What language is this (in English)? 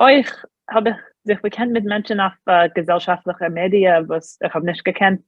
Yiddish